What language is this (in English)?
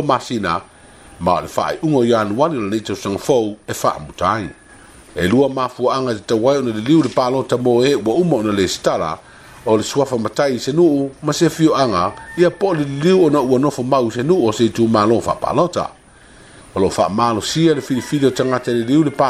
Samoan